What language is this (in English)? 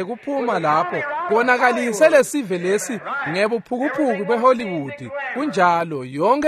Swati